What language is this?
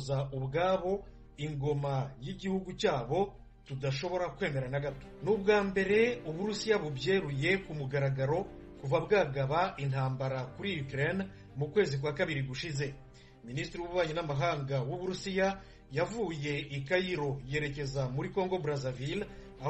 Kinyarwanda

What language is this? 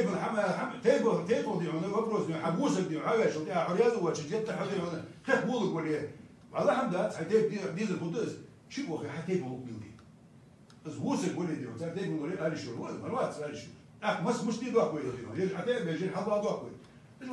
Ingush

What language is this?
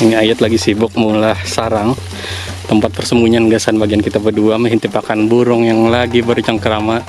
Banjar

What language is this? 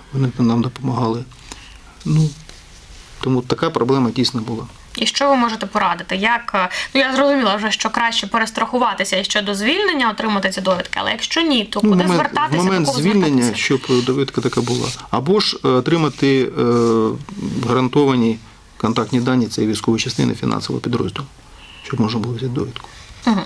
Ukrainian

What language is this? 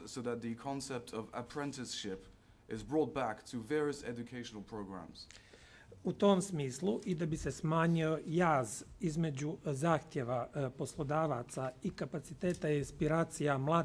Bosnian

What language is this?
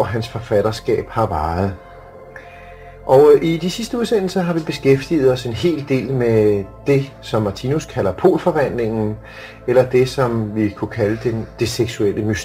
Danish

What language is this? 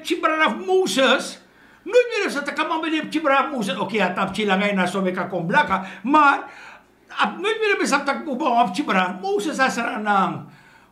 Sranan Tongo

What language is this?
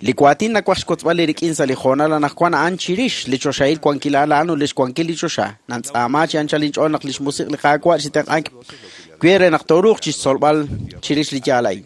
Kekchí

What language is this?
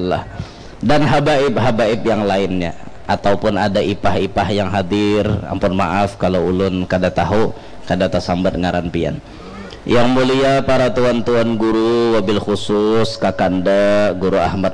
Banjar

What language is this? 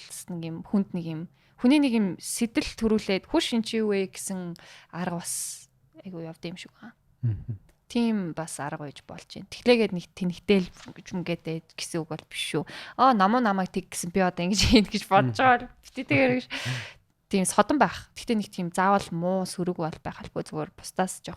Mongolian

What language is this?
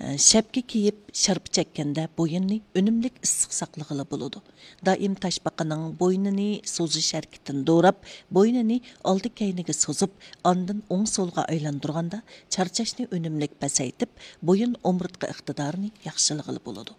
Uyghur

